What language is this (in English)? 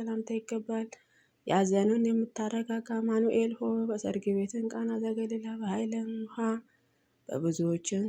Amharic